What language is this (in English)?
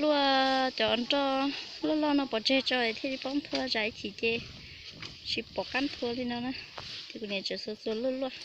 Hmong